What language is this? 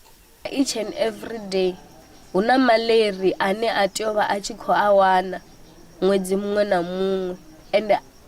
Venda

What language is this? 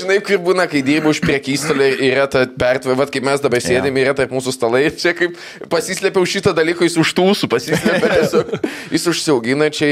Lithuanian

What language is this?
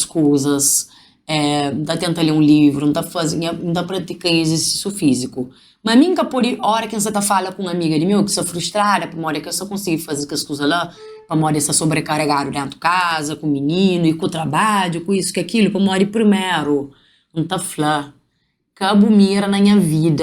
Kabuverdianu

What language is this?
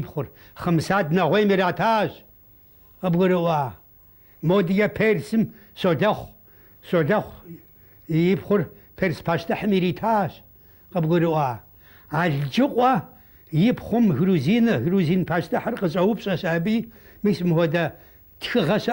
Kabardian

